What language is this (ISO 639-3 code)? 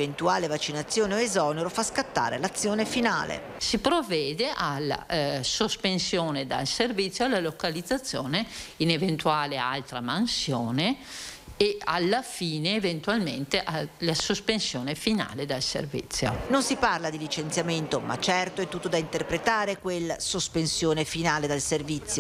ita